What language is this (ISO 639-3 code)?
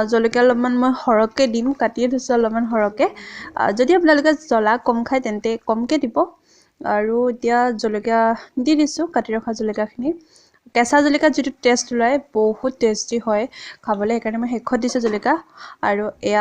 asm